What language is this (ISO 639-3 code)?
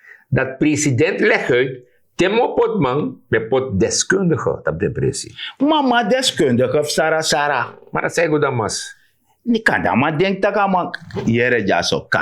srn